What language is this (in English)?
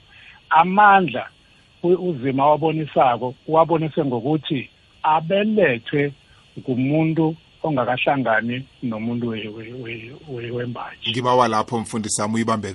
South Ndebele